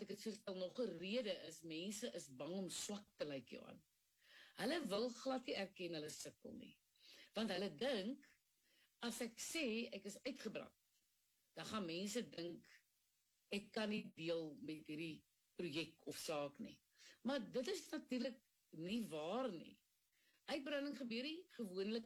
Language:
Afrikaans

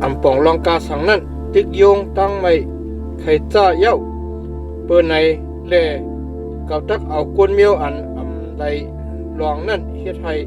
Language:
Shan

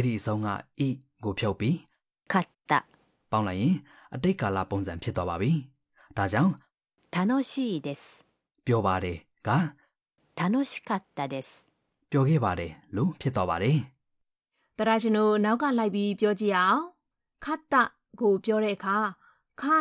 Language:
Burmese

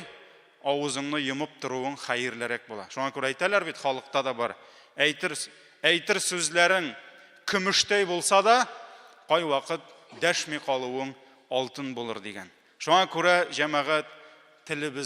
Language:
Tatar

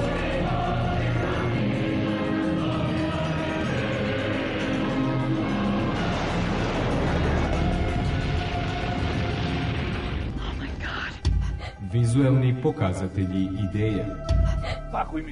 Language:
Serbian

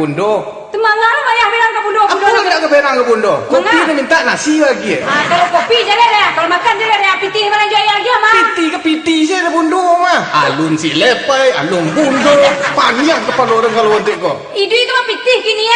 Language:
Minangkabau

